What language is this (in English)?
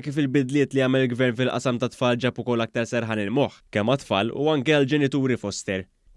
Maltese